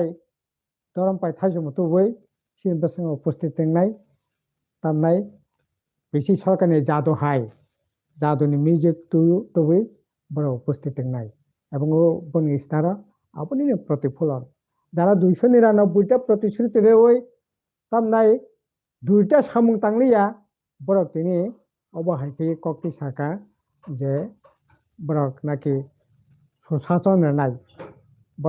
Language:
Kok Borok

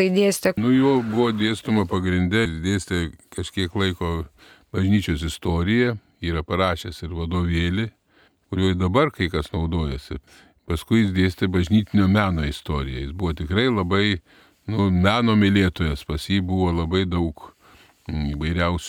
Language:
Lithuanian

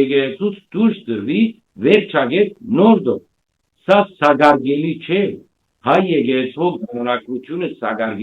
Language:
Western Armenian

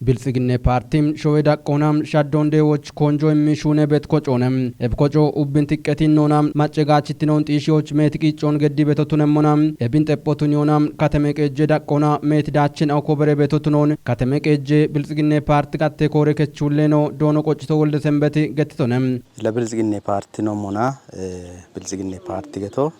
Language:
Kafa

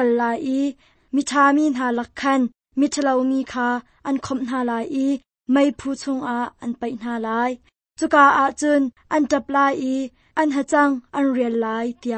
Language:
Hakha Chin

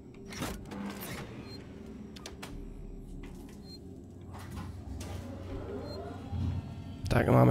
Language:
Czech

